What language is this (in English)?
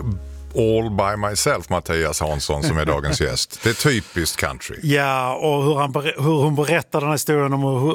Swedish